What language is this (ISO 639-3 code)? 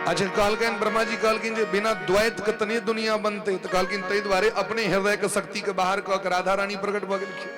mai